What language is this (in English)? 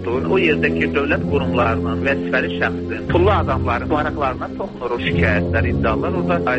Azerbaijani